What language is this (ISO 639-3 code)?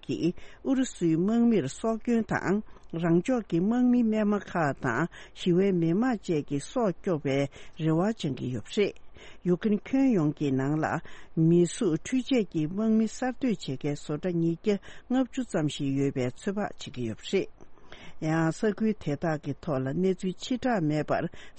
bod